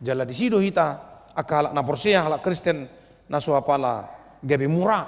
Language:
Batak Toba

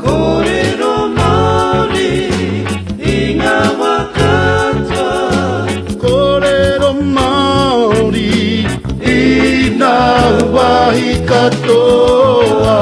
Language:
Māori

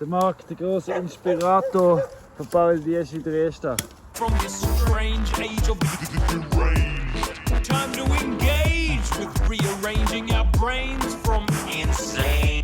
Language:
Swiss German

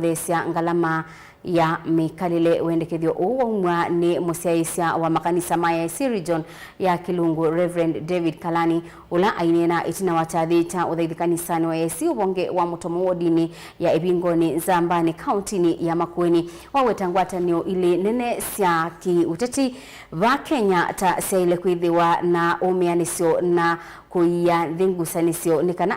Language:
Kamba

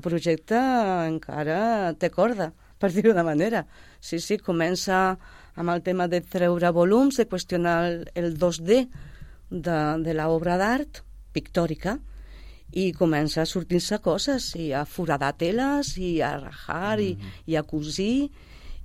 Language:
Catalan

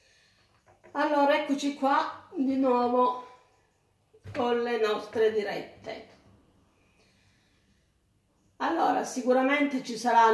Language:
Italian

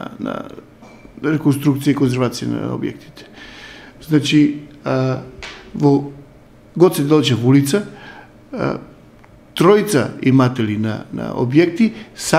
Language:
Macedonian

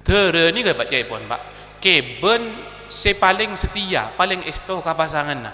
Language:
Madurese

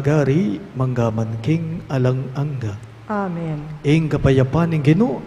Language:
Pampanga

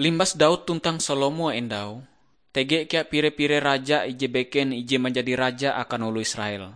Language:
Ngaju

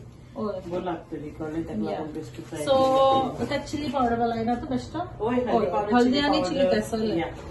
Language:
Konkani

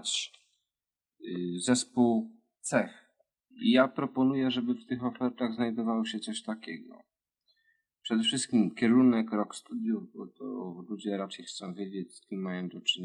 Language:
Polish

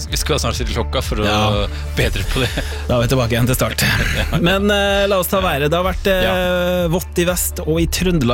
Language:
Norwegian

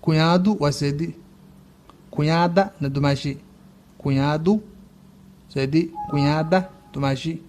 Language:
Somali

